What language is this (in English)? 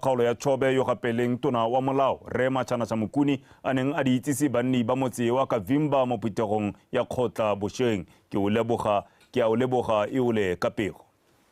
Tswana